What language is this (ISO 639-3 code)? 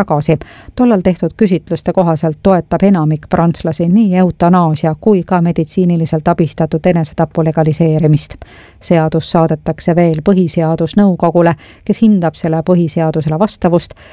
est